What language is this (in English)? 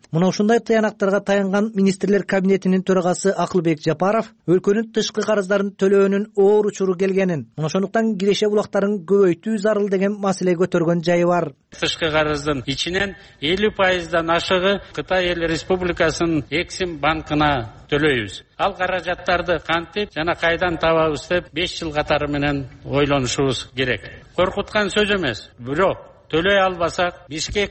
Kyrgyz